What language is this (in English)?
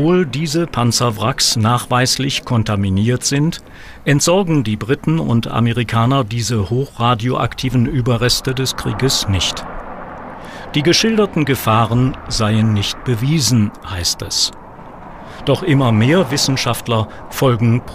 German